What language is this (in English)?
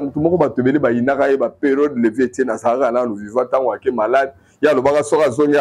Lingala